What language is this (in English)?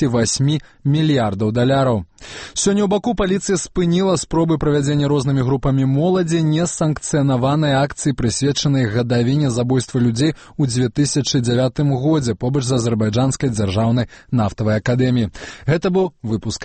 Belarusian